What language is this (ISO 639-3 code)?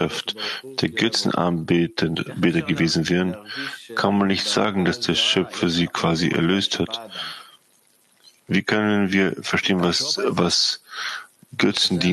deu